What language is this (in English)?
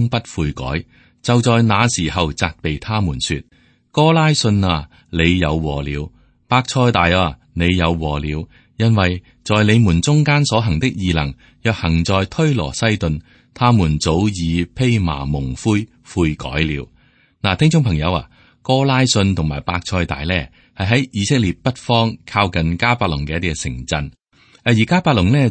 Cantonese